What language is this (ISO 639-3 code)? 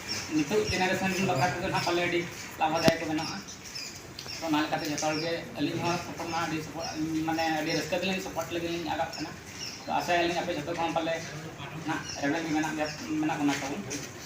sat